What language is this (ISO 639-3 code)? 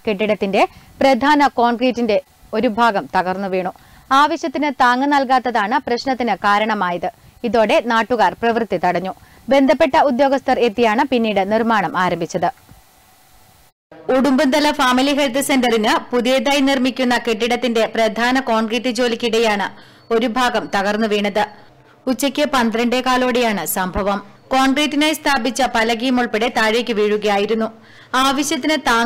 mal